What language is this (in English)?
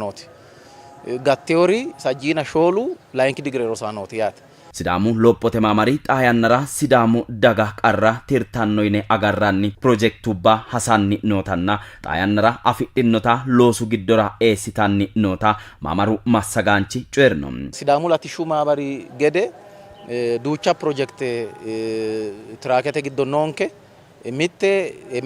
Sidamo